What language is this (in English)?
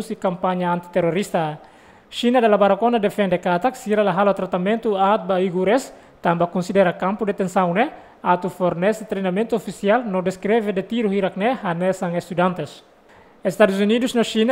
Tetum